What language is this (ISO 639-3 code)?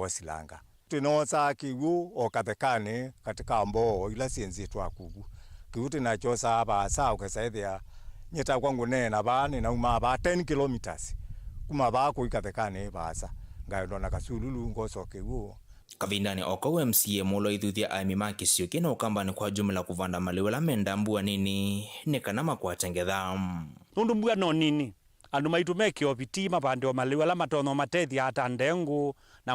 kam